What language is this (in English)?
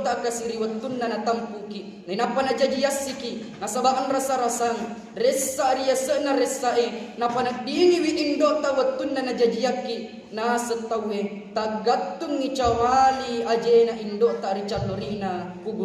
Buginese